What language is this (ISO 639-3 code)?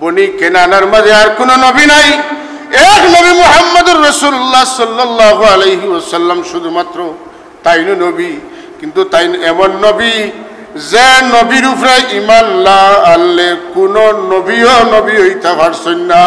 syl